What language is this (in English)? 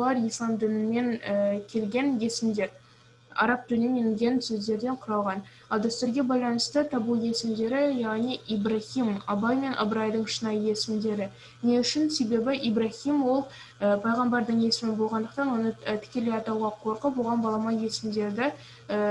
Kazakh